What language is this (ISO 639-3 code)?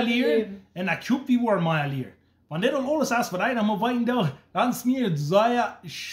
pdt